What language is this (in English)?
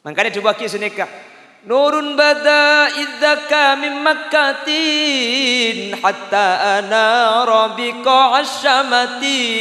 Madurese